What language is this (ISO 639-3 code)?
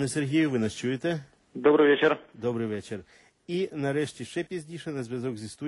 ukr